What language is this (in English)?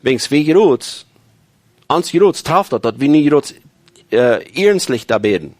Plautdietsch